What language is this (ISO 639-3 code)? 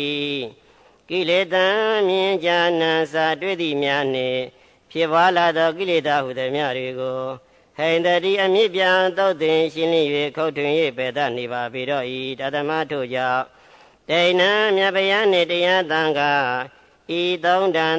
mya